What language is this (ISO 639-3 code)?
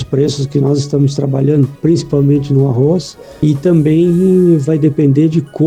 por